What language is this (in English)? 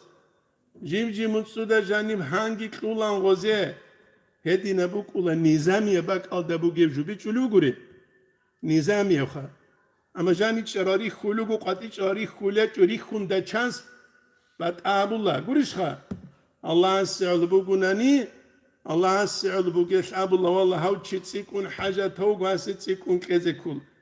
Avaric